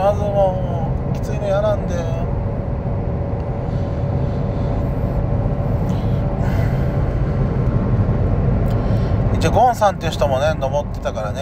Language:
Japanese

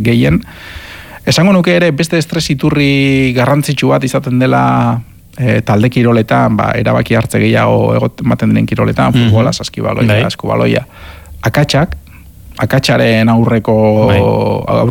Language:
Basque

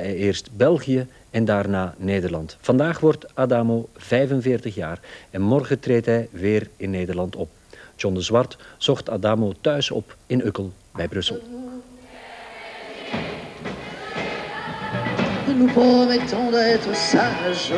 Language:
Dutch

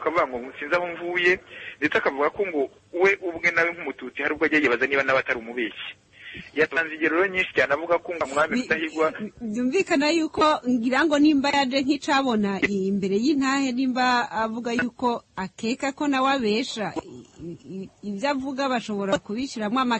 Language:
Kinyarwanda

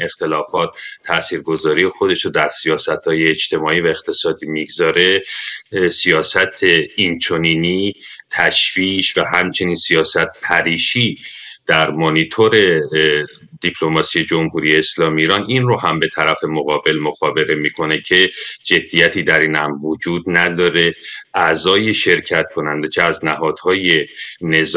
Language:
Persian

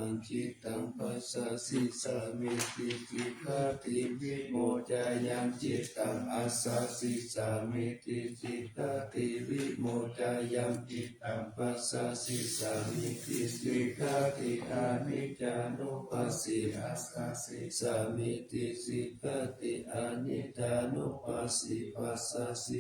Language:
Pali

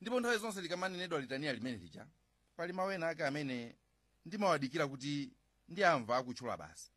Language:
Nyanja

